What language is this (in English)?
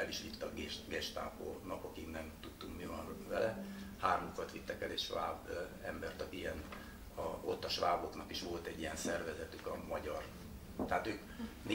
Hungarian